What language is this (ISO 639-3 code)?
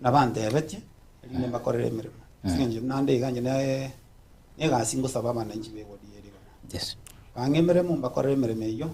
guz